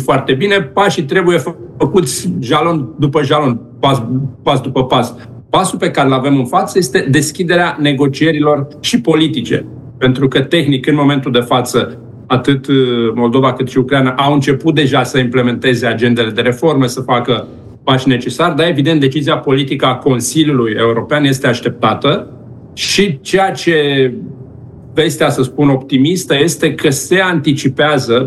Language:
Romanian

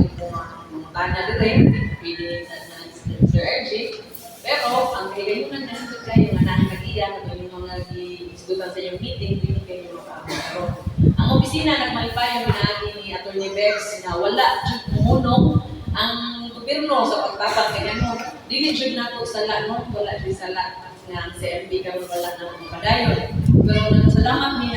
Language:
Cebuano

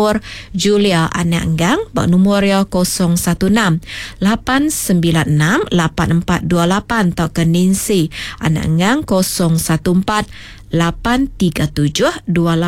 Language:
Iban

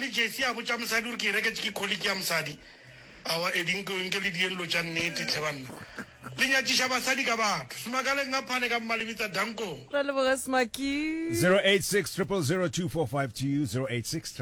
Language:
Northern Sotho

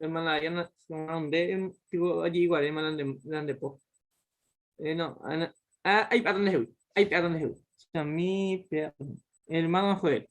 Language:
Guarani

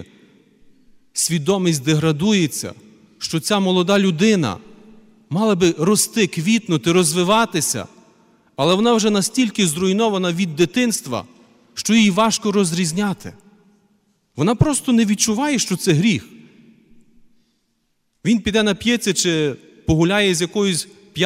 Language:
Ukrainian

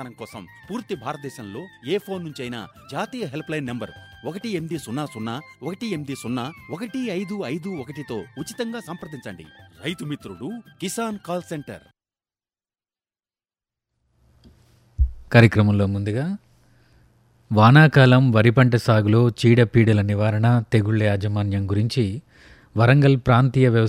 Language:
Telugu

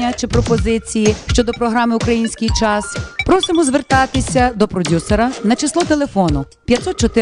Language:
Ukrainian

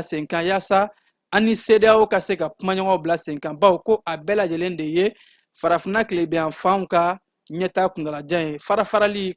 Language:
Bambara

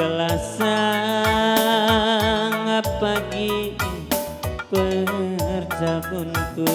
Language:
Batak Karo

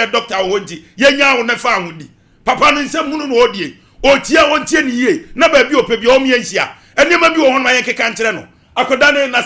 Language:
Akan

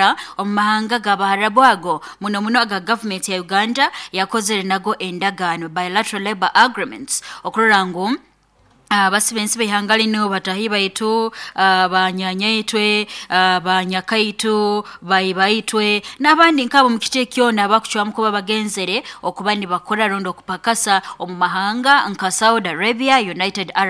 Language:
Nyoro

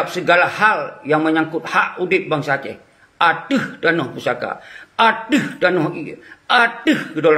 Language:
Achinese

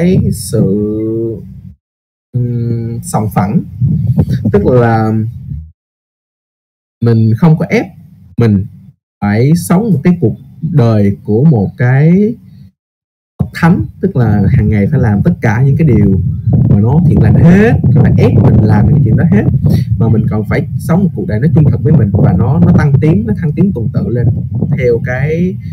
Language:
Vietnamese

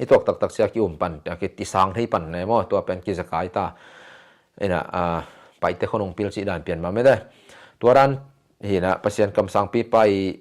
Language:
Tedim Chin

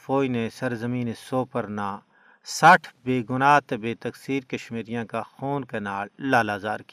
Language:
Gujari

